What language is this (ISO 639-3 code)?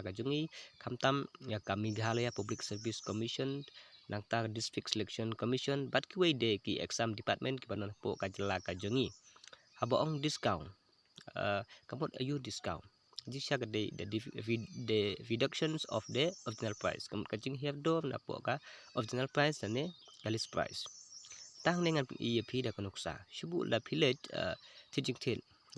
kha